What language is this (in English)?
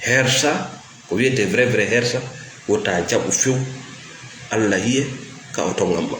Fula